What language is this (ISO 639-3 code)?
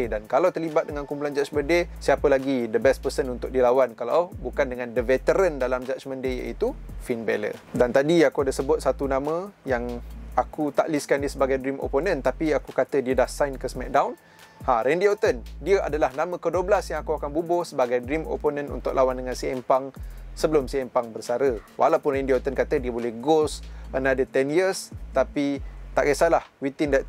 msa